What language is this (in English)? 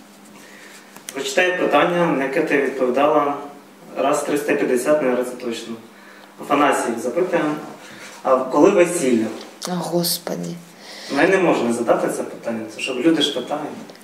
Ukrainian